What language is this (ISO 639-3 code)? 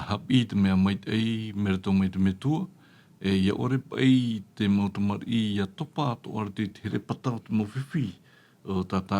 tah